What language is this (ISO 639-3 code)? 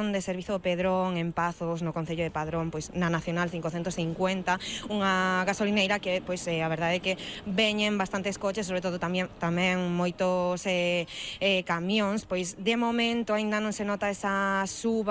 glg